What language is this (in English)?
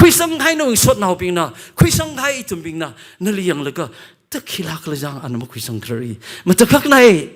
Tangkhul Naga (India)